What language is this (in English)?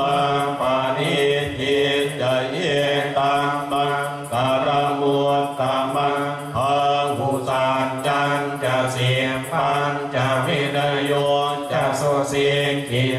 Pali